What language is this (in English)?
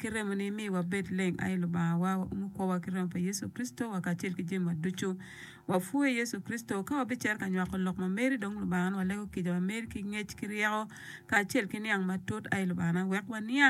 Acoli